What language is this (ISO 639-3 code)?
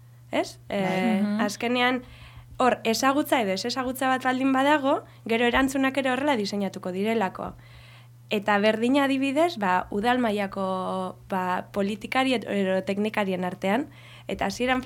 eus